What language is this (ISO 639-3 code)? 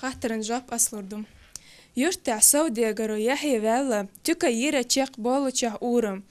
che